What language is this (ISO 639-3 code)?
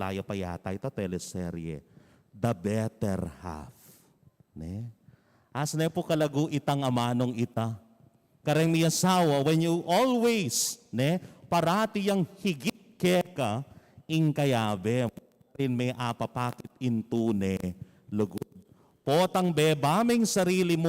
pam